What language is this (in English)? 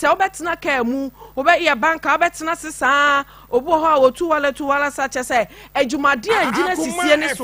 Akan